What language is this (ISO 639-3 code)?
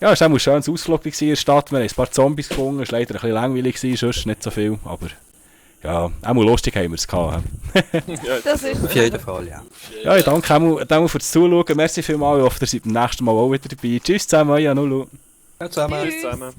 gsw